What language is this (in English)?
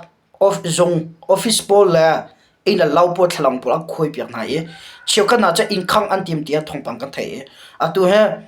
Hakha Chin